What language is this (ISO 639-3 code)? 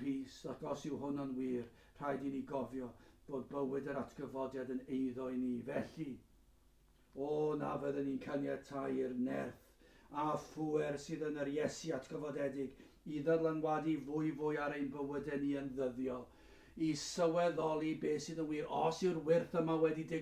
cym